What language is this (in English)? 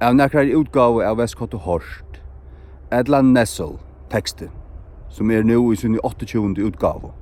Faroese